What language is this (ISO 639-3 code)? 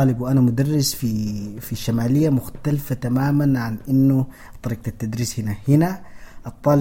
apd